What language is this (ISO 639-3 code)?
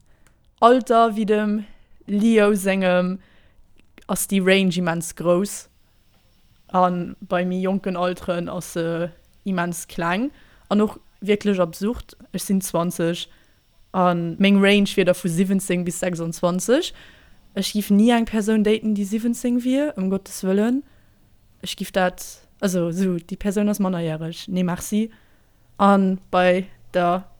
ltz